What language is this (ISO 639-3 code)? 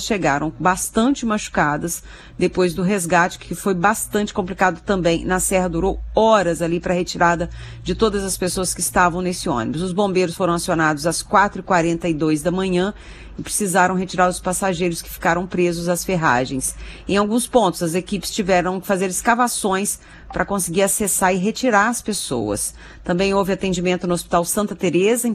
por